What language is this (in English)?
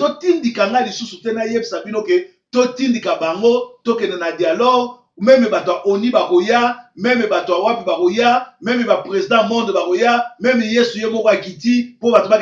Lingala